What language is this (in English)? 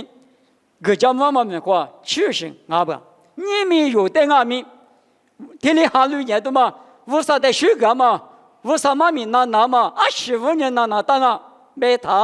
Lisu